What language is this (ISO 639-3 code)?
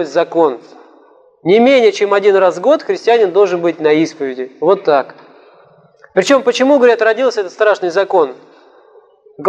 rus